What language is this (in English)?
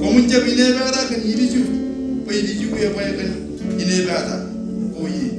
Marshallese